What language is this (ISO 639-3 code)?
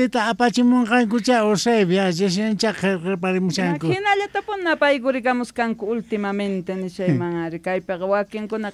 que